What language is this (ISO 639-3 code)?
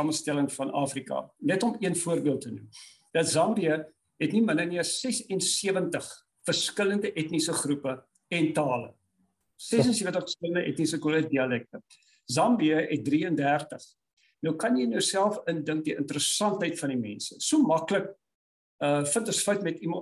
afr